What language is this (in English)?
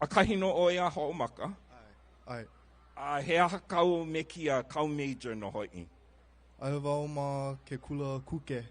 Hawaiian